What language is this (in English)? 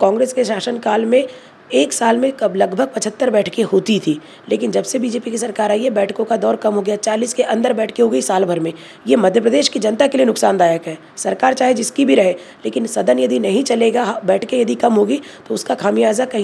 Hindi